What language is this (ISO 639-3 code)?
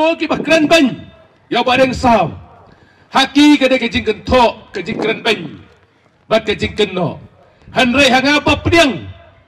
kha